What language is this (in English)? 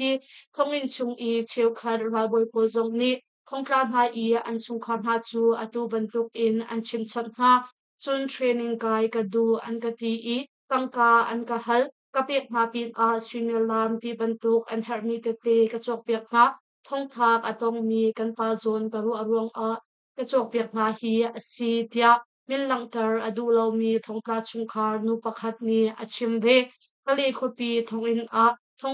Hakha Chin